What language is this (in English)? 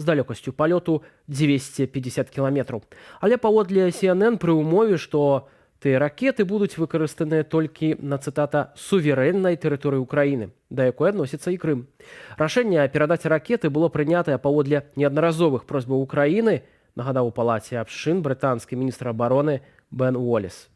Belarusian